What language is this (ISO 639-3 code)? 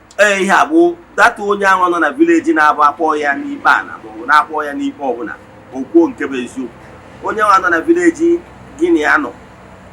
ibo